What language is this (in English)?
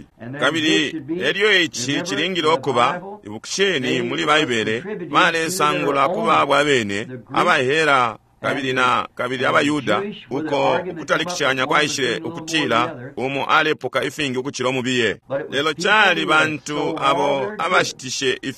Bemba